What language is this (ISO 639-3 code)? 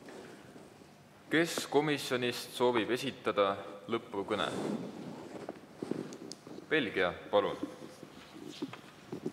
est